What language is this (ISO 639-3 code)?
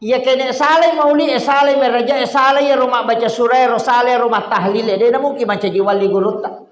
bug